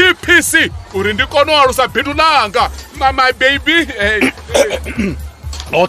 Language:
Venda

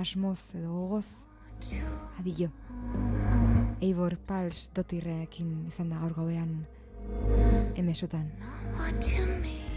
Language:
Basque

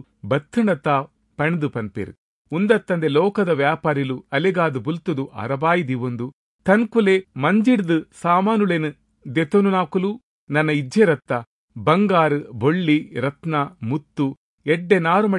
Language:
Tulu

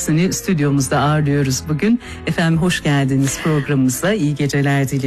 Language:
Turkish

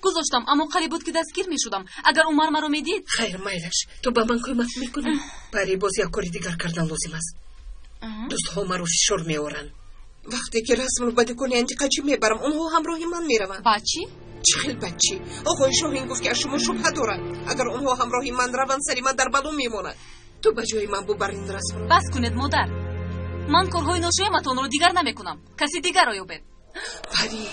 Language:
Tajik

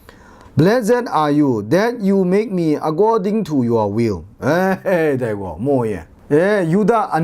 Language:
Kachin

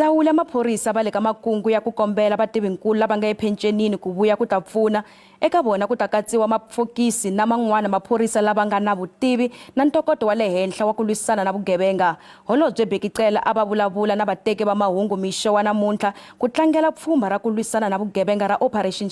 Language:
Tsonga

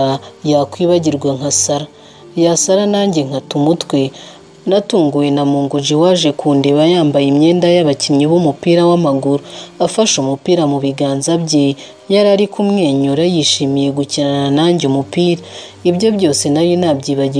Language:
Kinyarwanda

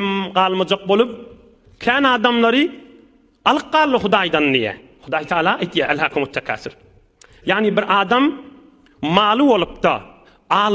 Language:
Turkmen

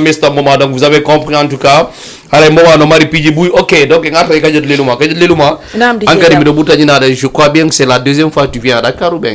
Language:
Fula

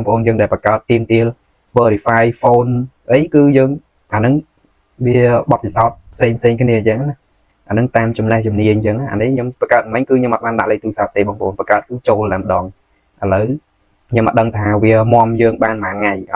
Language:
Khmer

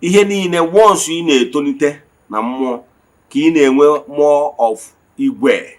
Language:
Igbo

